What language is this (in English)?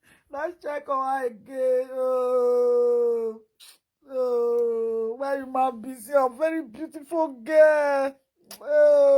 Nigerian Pidgin